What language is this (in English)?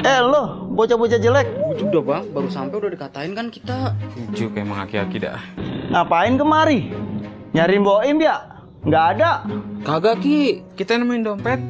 Betawi